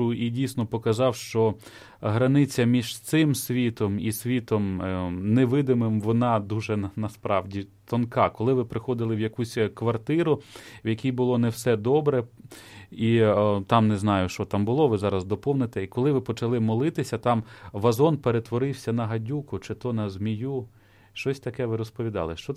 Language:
Ukrainian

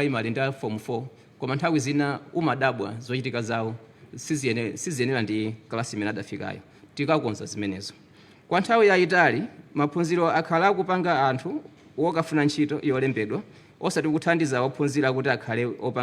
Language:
Nyanja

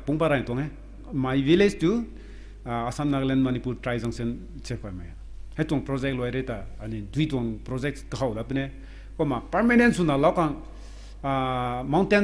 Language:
Rongmei Naga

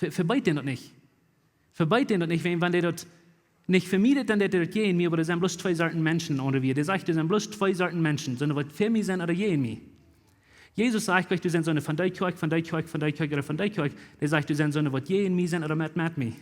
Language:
Plautdietsch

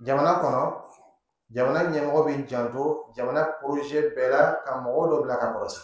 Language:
Dyula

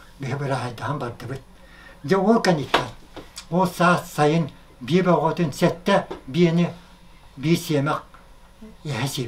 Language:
Yakut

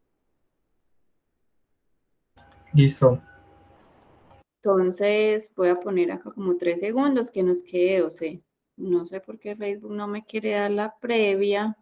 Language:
Spanish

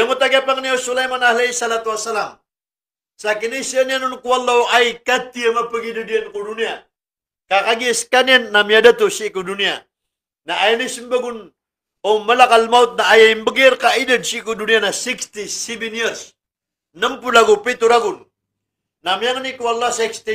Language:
Maranao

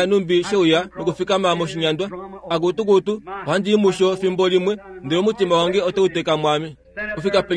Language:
Kuanyama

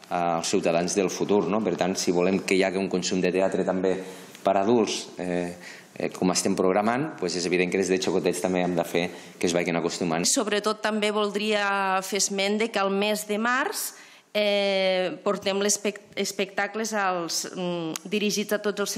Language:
Catalan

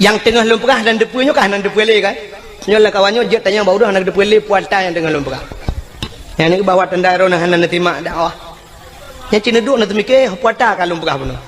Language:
Achinese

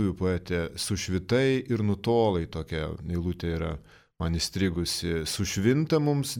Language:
Lithuanian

